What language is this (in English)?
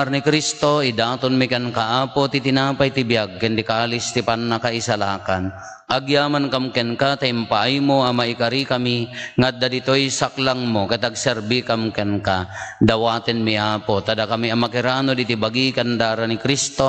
Iloko